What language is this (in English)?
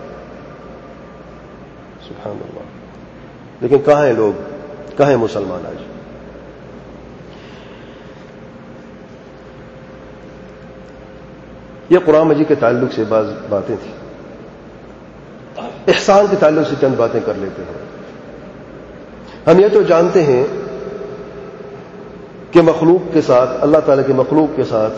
Urdu